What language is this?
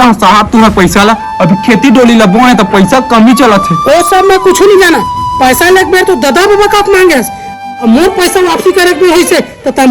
Chhattisgarhi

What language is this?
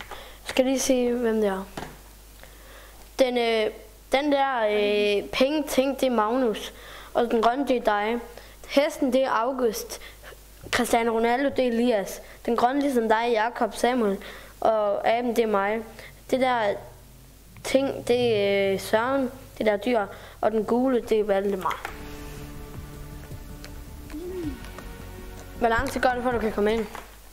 Danish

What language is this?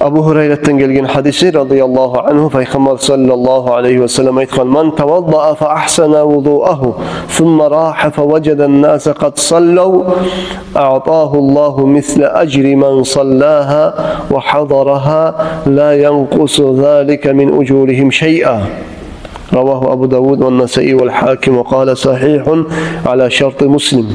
Kumyk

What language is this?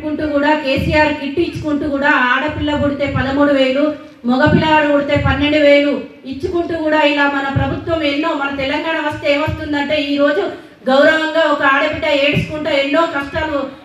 Telugu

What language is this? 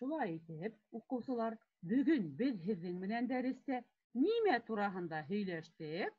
Bashkir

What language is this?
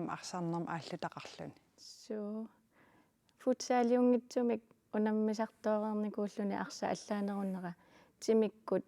Kalaallisut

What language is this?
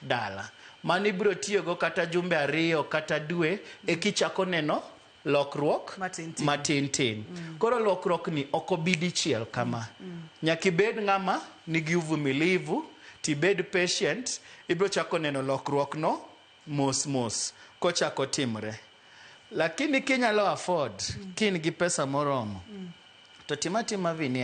Luo (Kenya and Tanzania)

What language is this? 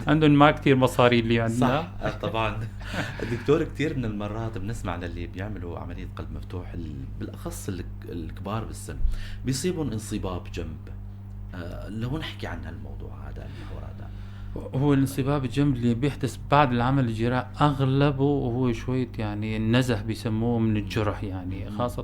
North Levantine Arabic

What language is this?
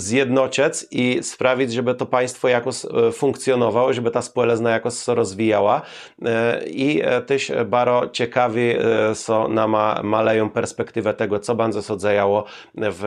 Kashubian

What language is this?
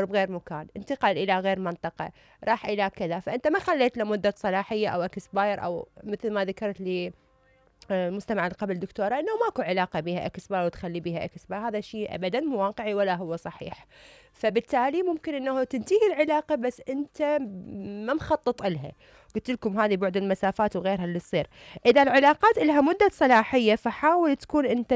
Mesopotamian Arabic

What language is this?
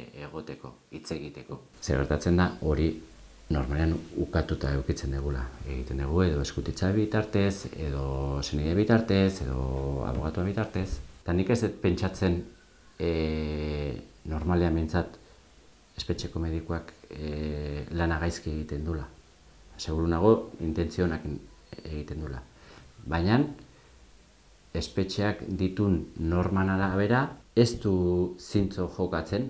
Basque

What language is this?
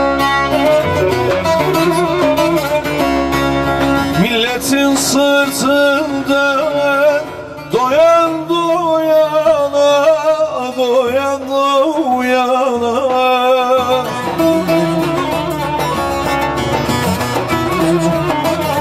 Turkish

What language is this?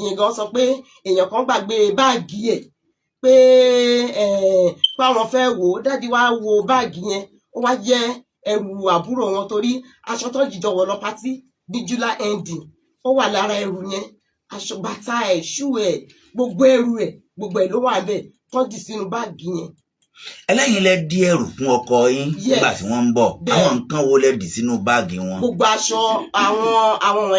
Yoruba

